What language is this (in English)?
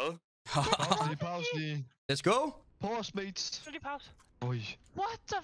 Danish